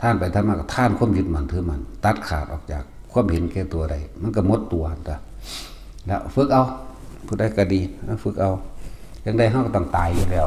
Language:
Northeastern Thai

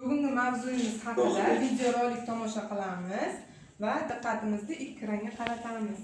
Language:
Uzbek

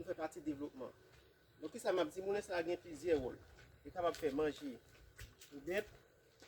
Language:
Haitian Creole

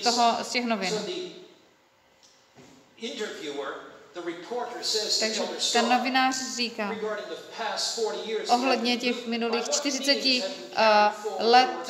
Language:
Czech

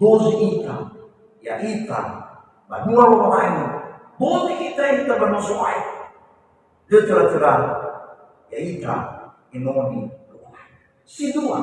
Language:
Nias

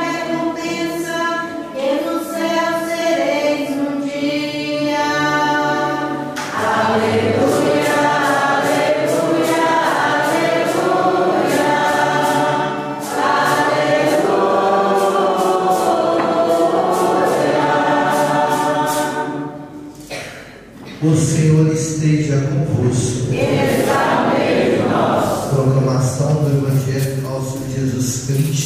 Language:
Portuguese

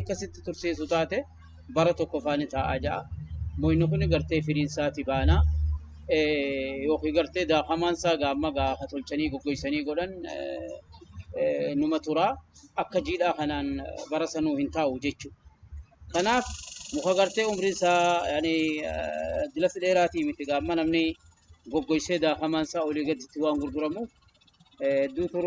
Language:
Oromo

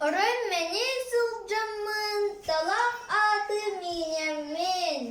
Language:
Yakut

